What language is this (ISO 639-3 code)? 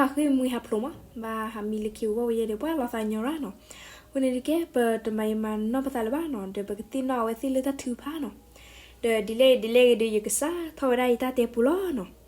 ksw